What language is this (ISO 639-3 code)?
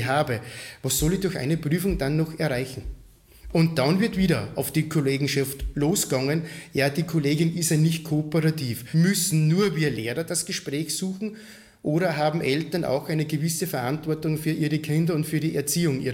deu